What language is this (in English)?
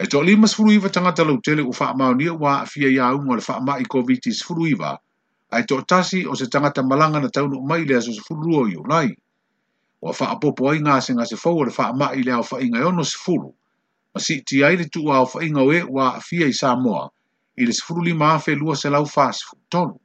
Samoan